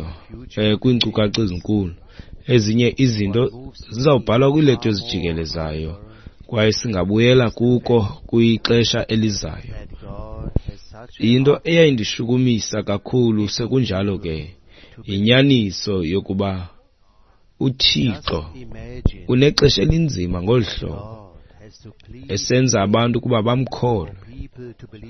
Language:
Xhosa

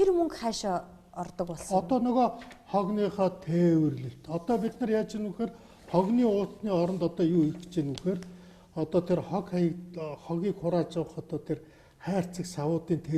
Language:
Mongolian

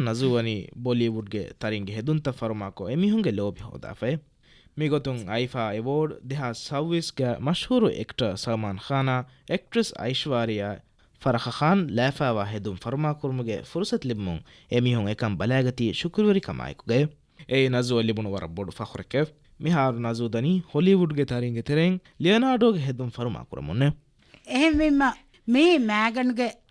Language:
Divehi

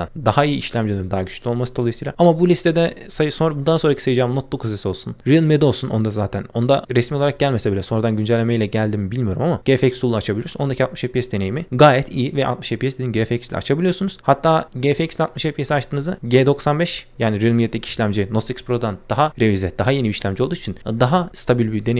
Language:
Turkish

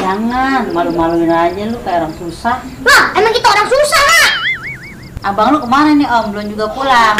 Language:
Betawi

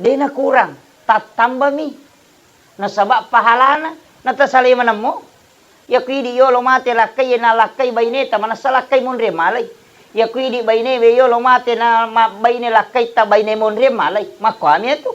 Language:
Buginese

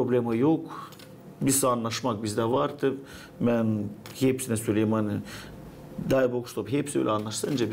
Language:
Gagauz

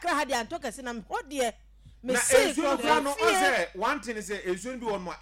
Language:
Akan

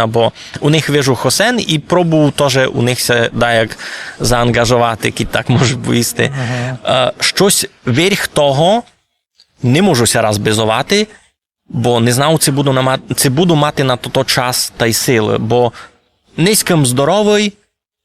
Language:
Rusyn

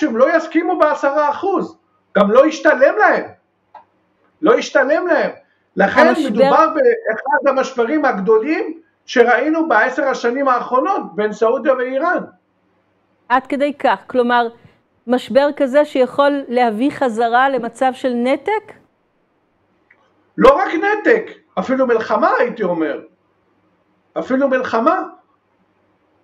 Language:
Hebrew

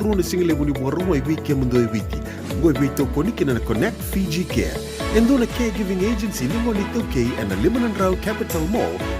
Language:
Fijian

